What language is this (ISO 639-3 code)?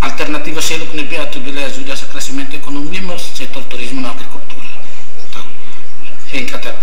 tet